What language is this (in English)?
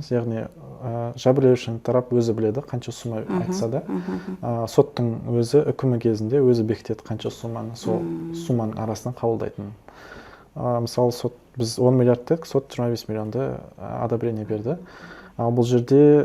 Kazakh